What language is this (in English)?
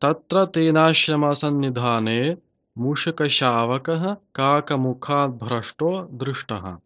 Sanskrit